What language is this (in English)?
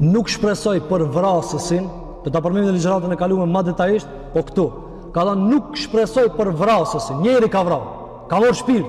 Albanian